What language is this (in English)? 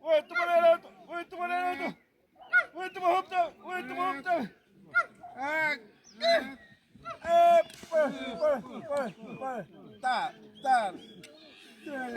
Xavánte